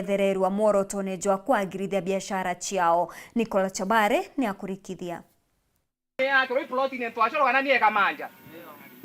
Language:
Meru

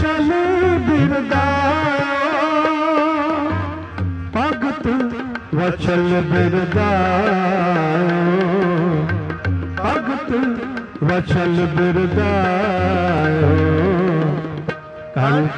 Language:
Punjabi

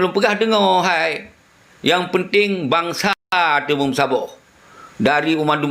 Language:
Achinese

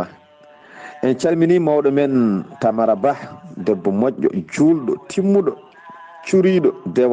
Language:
Fula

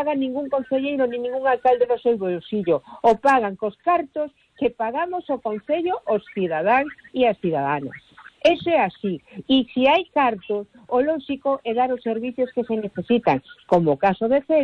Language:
Galician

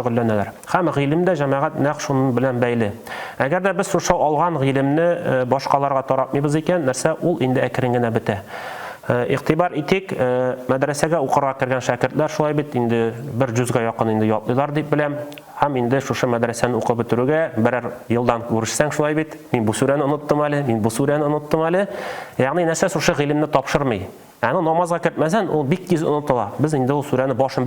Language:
Tatar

